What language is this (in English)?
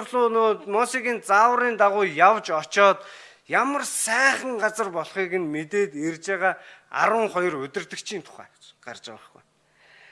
Mongolian